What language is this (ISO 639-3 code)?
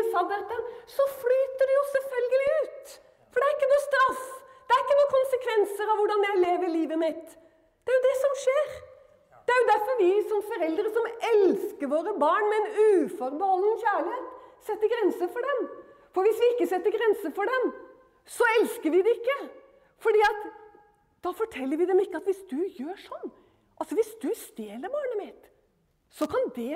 nor